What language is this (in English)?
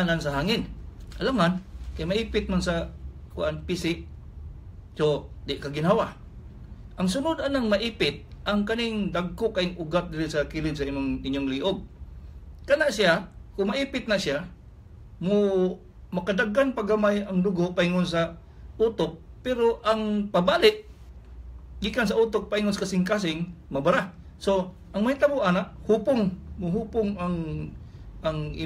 Cebuano